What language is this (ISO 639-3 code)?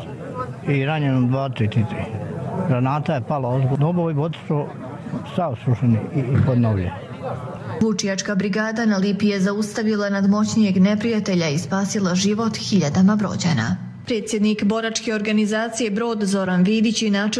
hrv